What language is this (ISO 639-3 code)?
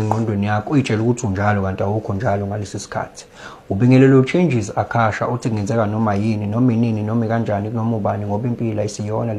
zul